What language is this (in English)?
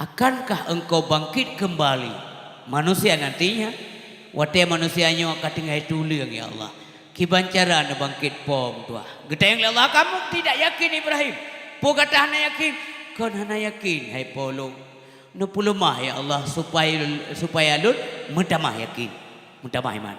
Achinese